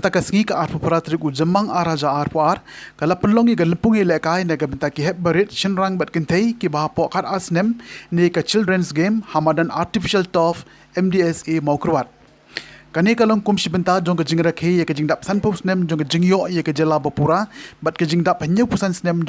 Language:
Khasi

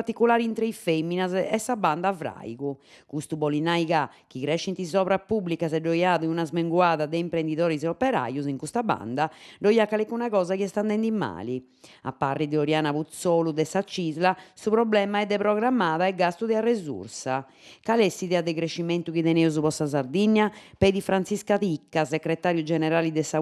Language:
Sardinian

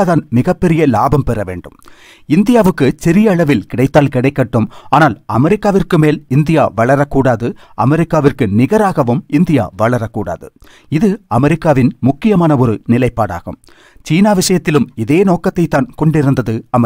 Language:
Tamil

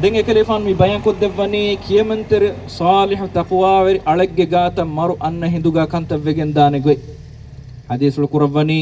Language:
Divehi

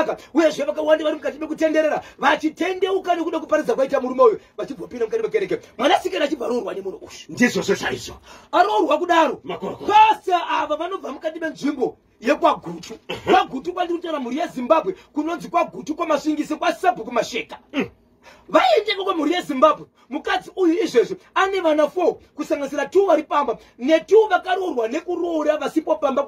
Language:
Shona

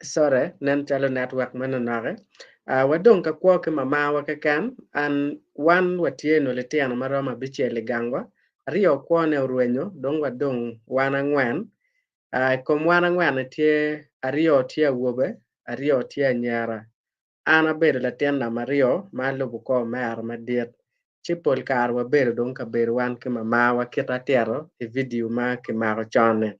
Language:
Acoli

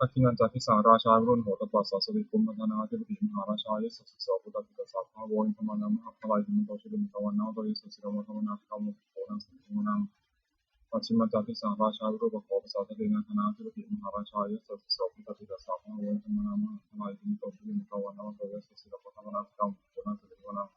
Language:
Pali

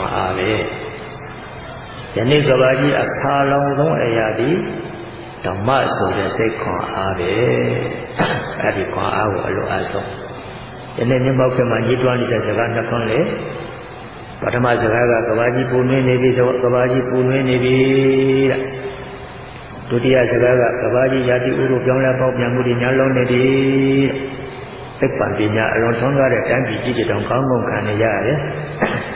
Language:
Burmese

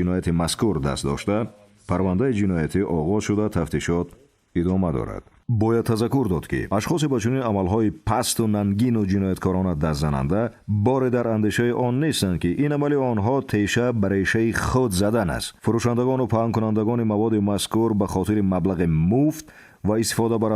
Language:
Tajik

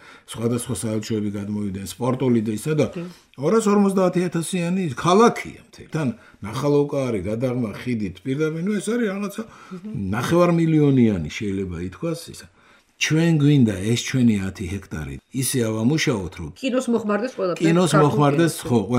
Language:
Georgian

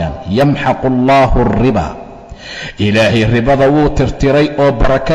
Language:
Somali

